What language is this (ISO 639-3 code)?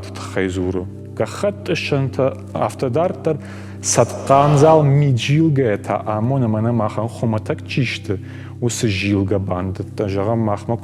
oss